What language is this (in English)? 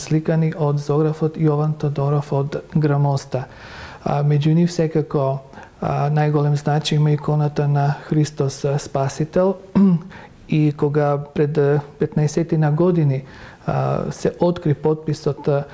Macedonian